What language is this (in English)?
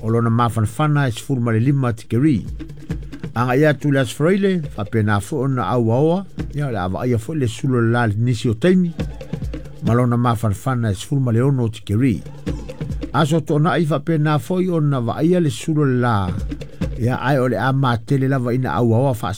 Samoan